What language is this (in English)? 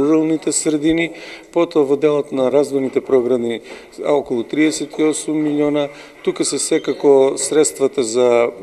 Macedonian